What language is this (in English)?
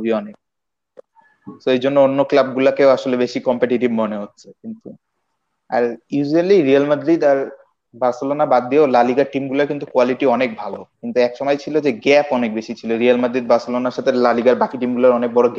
Bangla